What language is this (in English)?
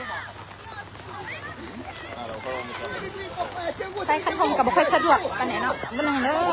Lao